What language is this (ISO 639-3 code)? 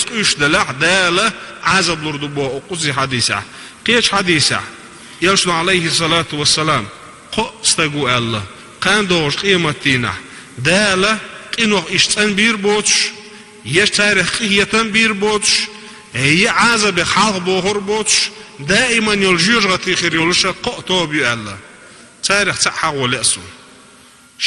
che